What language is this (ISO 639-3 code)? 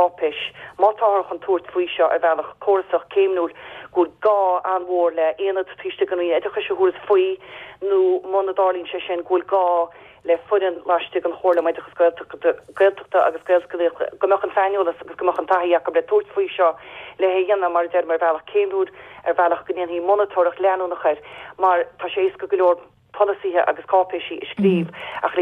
gle